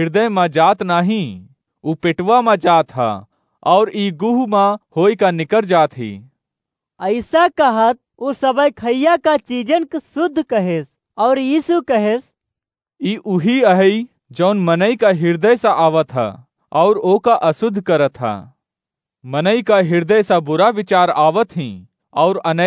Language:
Awadhi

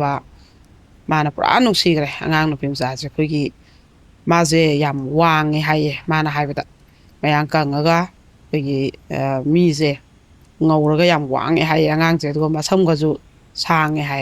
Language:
Manipuri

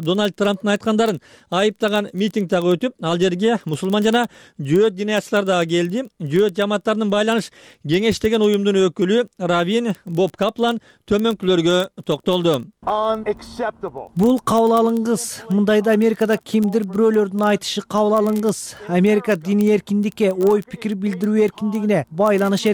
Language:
Kyrgyz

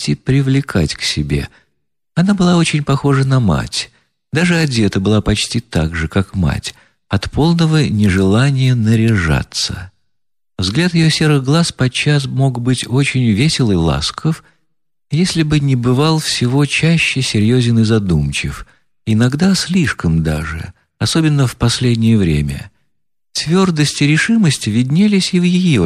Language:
Russian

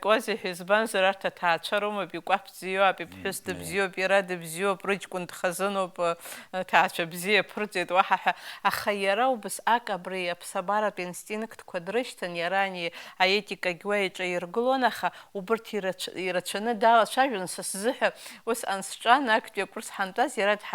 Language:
Abkhazian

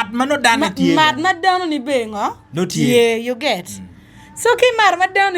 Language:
Acoli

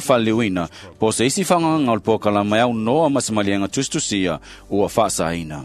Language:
Samoan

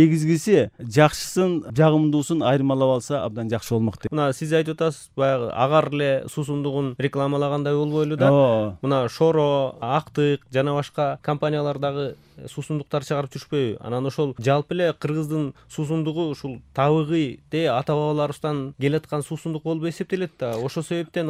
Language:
Kyrgyz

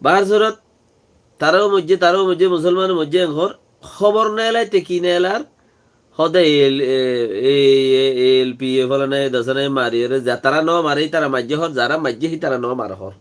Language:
Rohingya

